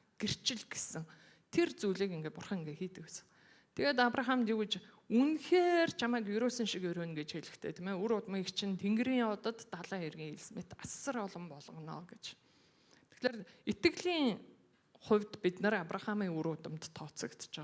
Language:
Mongolian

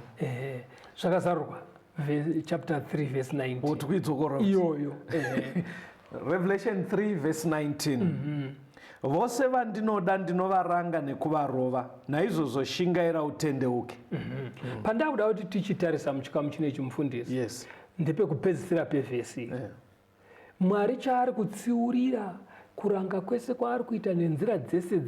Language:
Shona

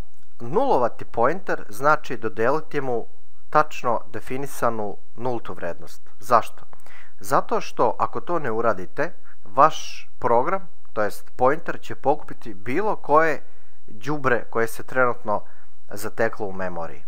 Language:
Serbian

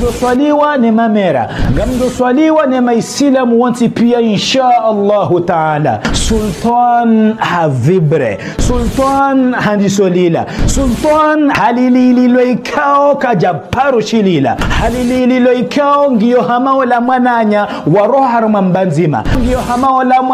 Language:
Ngazidja Comorian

